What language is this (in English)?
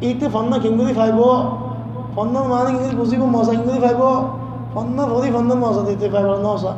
Rohingya